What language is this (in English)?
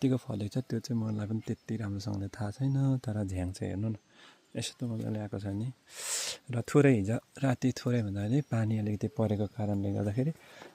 Nepali